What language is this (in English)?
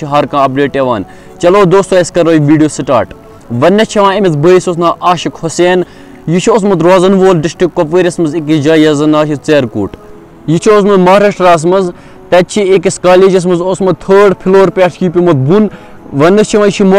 Kashmiri